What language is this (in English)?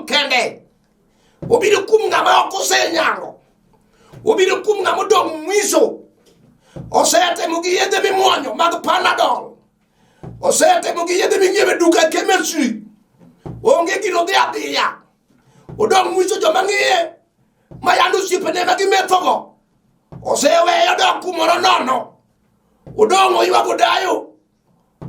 Luo (Kenya and Tanzania)